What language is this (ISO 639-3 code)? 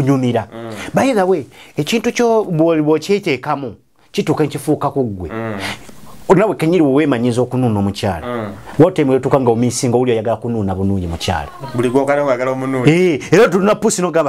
lug